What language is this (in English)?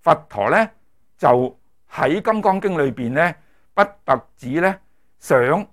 Cantonese